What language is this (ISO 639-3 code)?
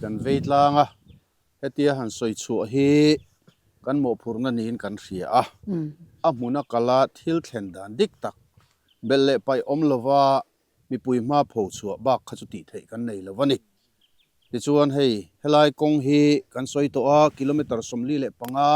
lus